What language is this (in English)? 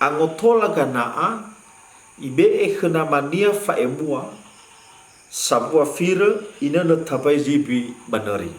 Nias